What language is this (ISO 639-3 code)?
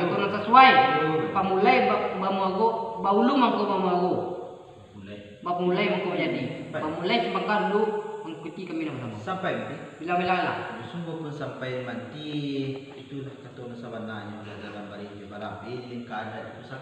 min